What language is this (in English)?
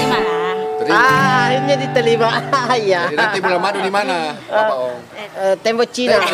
Makassar Malay